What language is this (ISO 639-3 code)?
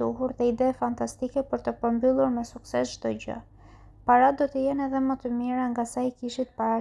sqi